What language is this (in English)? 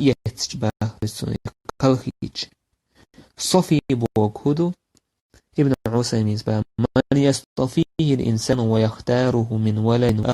Chechen